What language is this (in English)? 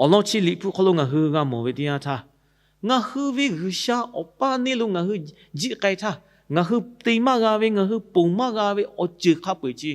Lahu